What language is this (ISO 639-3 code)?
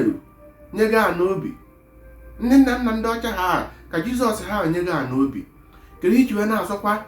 ibo